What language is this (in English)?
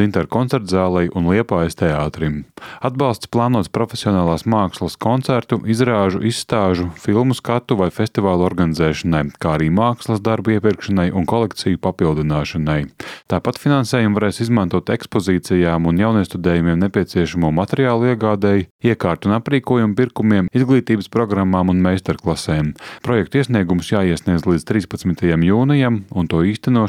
Latvian